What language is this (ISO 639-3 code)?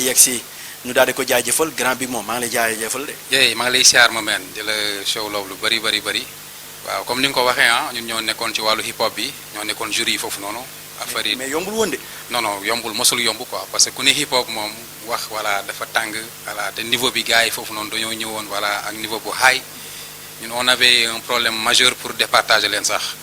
wol